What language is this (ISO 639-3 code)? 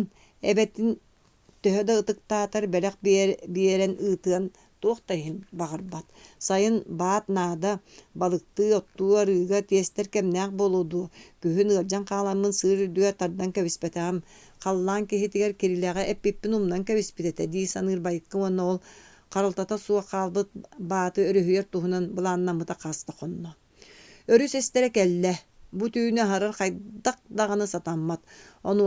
sah